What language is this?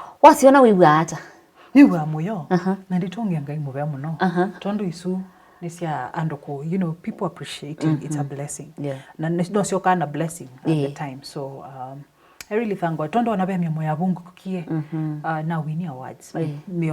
Kamba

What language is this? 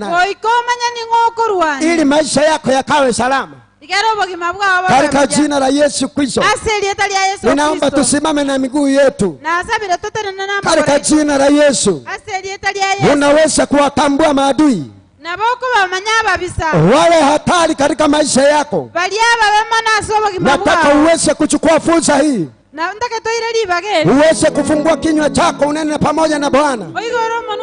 Gusii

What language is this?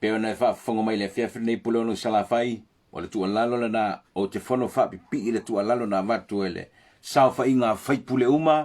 Samoan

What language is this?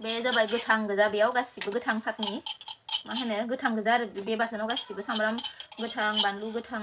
Bodo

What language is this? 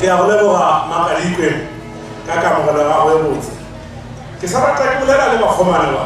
Northern Sotho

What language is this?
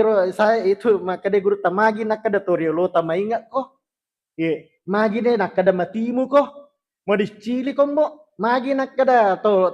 Buginese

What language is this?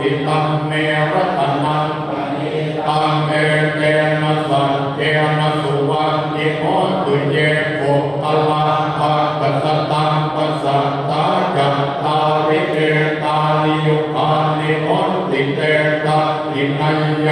Pali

